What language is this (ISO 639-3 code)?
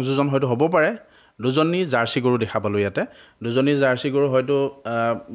asm